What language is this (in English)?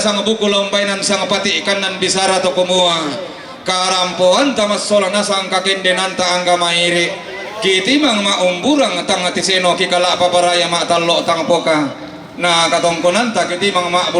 Toraja-Sa'dan